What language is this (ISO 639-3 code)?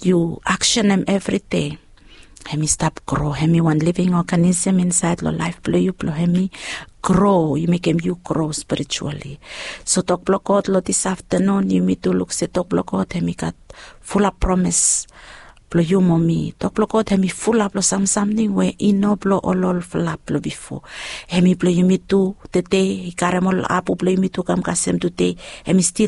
bis